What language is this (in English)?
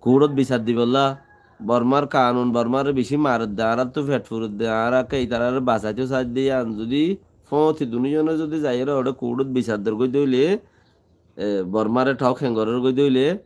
Rohingya